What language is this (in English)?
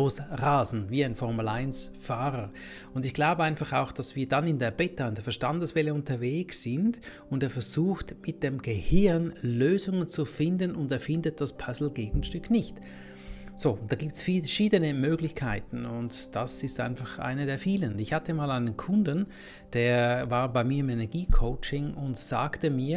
German